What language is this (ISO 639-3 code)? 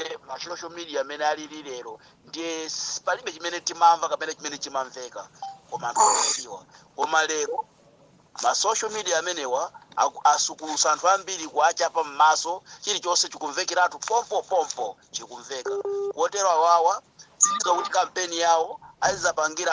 nya